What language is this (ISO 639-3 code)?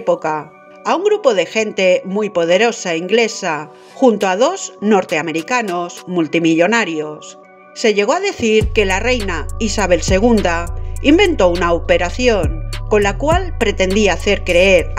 spa